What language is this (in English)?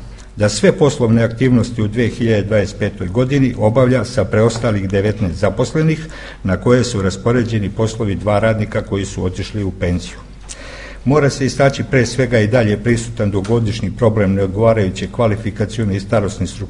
Serbian